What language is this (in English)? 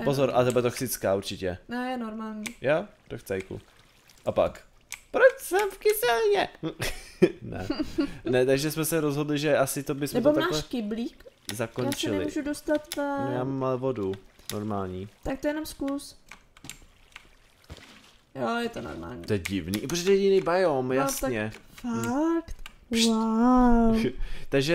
Czech